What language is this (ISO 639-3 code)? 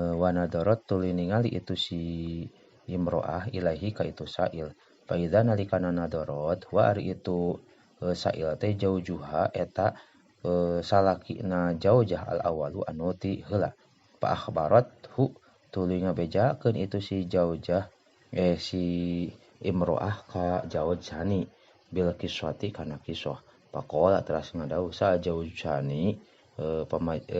sun